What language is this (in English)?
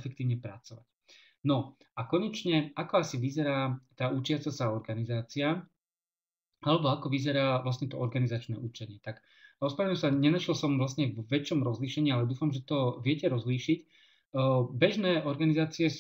Slovak